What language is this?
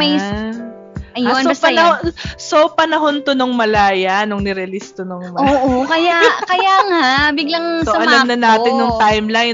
Filipino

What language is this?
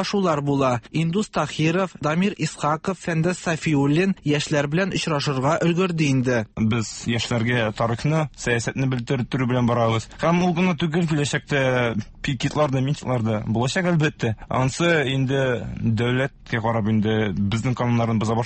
Tatar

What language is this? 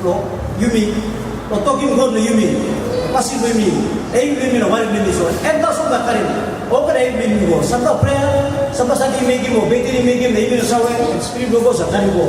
Tok Pisin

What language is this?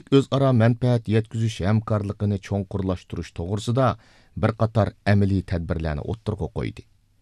Uyghur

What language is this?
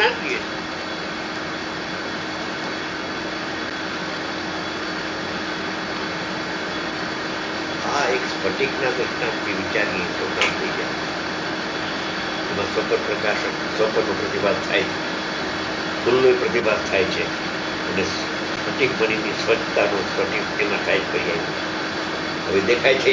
Gujarati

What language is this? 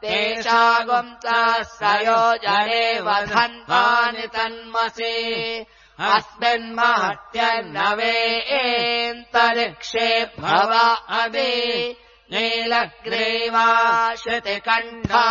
Sanskrit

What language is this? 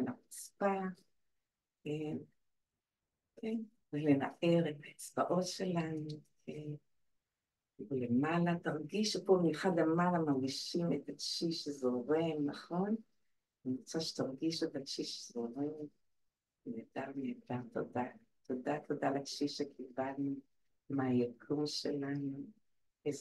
Hebrew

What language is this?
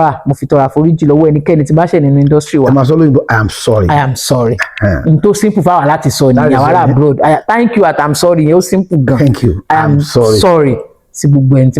Yoruba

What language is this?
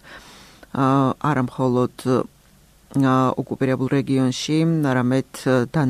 Georgian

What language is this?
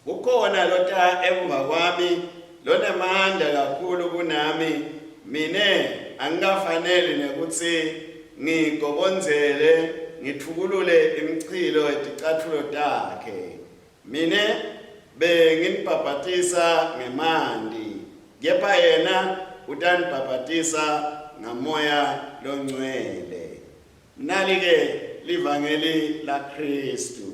Swati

